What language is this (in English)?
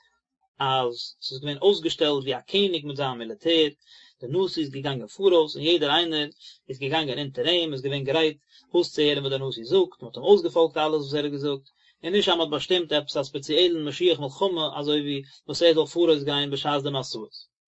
Yiddish